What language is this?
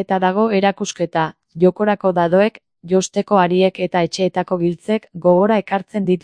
Basque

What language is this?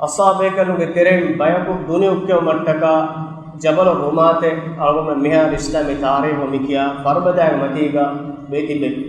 Divehi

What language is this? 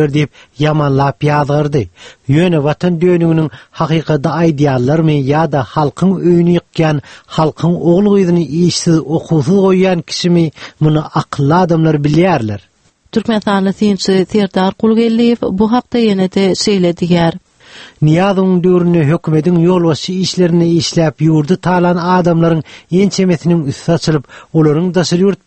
Turkmen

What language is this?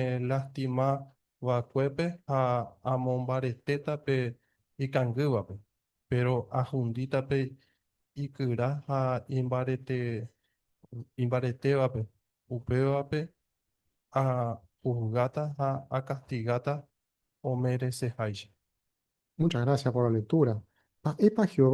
Guarani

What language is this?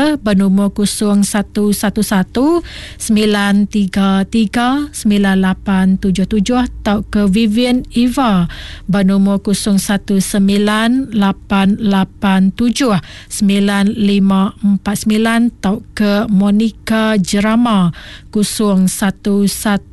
Iban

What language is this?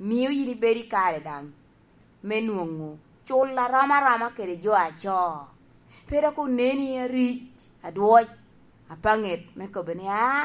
Lango (Uganda)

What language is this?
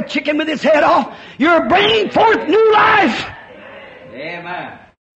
Tumbuka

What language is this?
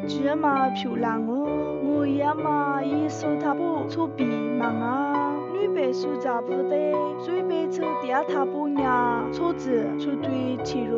Lisu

